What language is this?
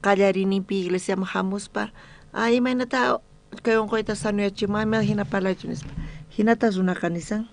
South Bolivian Quechua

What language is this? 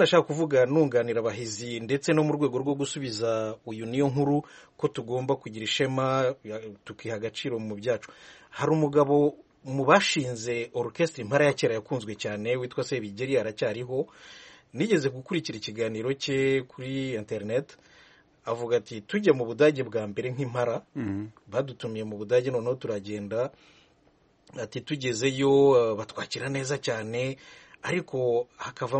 Kinyarwanda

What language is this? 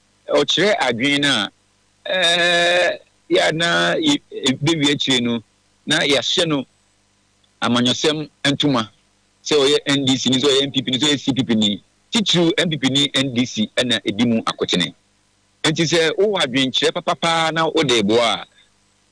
Akan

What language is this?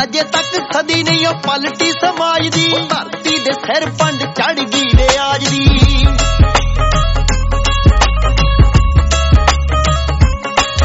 Punjabi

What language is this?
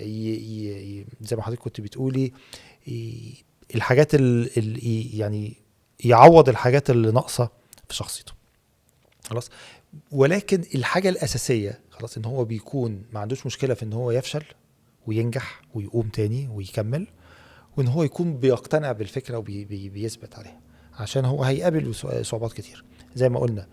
Egyptian Arabic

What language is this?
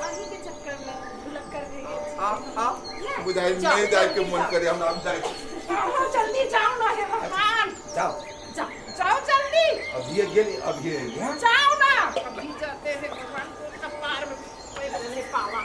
Maithili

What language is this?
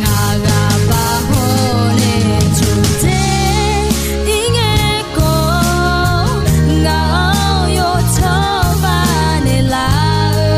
Akha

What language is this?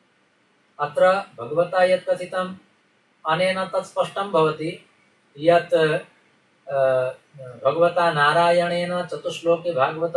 Sanskrit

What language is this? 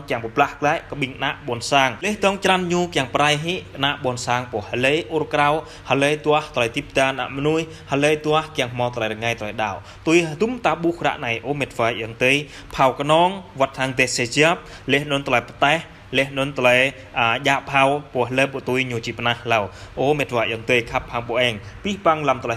Jarai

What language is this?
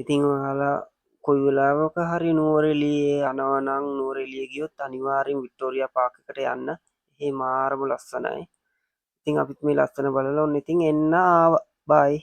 Sinhala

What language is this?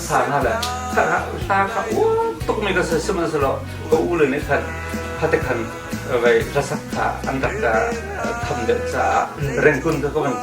Hakha Chin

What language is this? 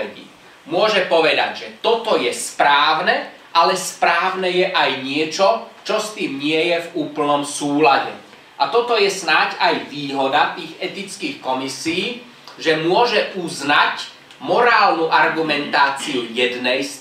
Slovak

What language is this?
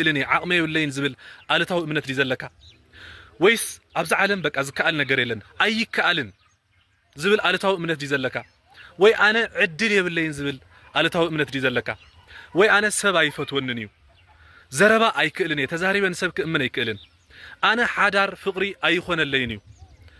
Tigrinya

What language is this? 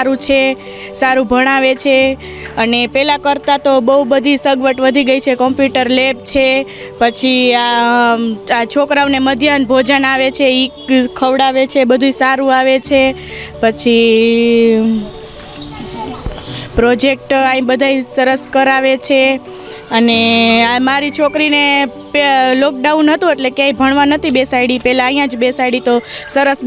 Gujarati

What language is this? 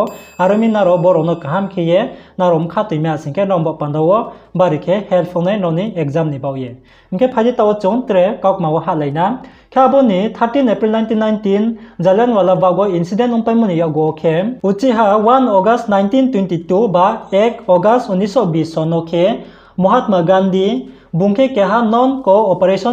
Riang (India)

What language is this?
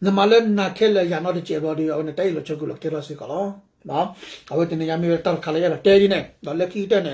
S'gaw Karen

